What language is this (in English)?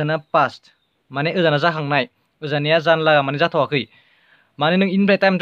Bodo